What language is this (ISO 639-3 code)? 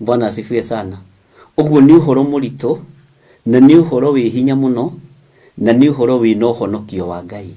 kik